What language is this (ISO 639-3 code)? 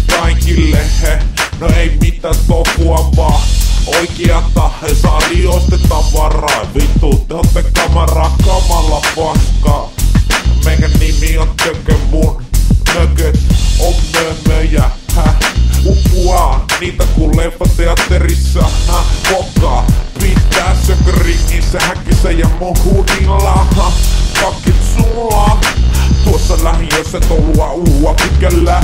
fin